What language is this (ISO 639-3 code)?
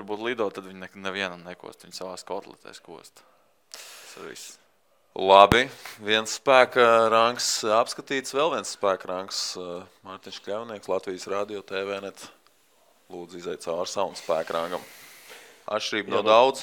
lav